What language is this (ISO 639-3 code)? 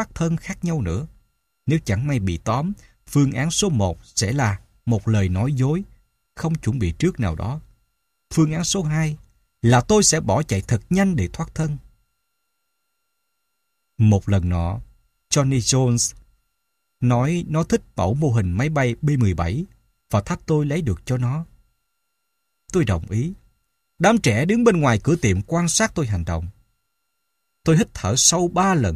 vie